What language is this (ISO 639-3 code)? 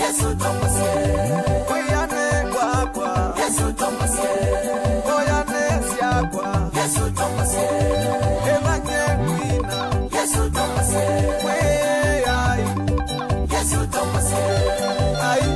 kam